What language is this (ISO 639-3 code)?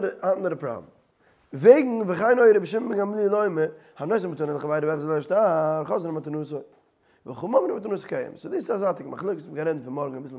yid